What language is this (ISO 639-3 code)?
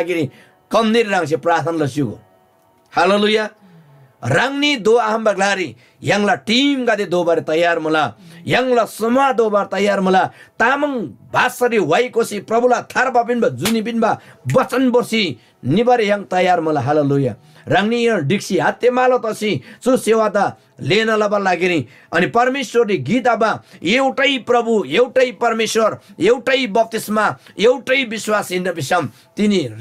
taj